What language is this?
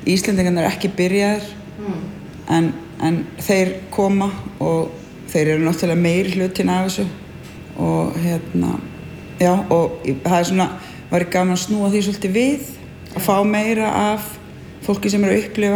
Icelandic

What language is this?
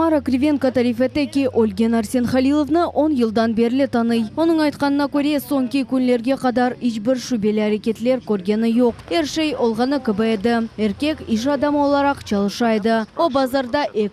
Crimean Tatar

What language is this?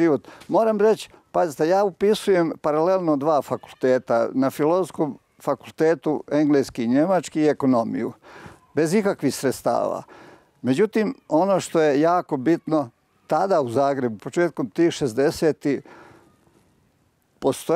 Croatian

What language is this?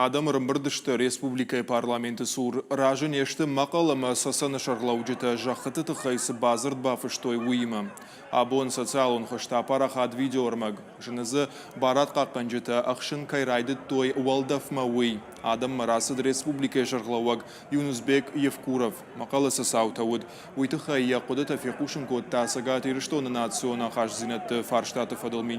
Ossetic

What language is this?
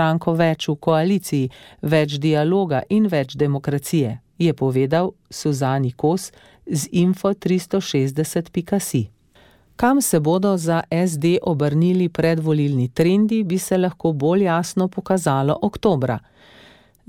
Slovenian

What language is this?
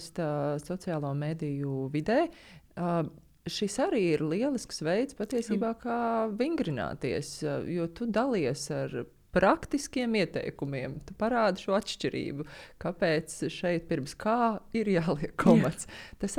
Latvian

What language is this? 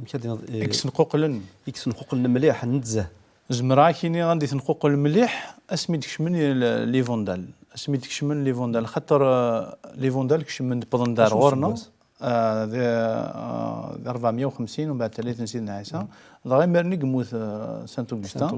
Kabyle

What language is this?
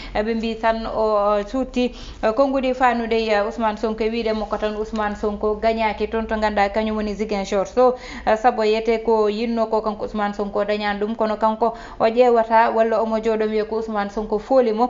Fula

